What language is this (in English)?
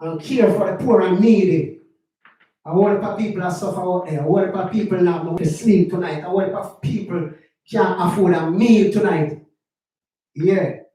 Jamaican Creole English